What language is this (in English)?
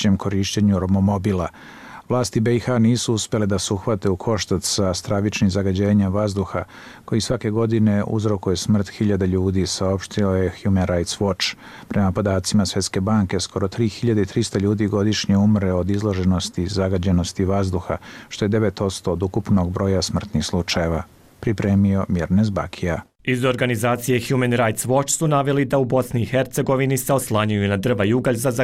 Bosnian